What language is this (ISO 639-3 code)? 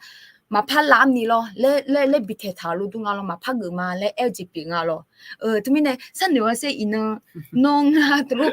ahk